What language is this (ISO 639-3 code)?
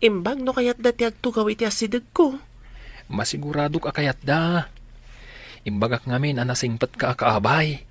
ilo